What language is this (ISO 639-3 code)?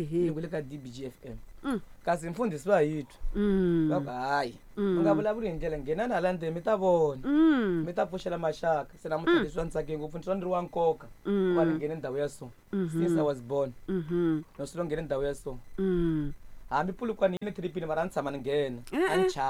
tso